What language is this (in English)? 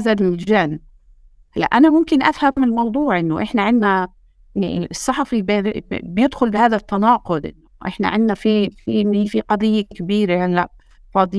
North Levantine Arabic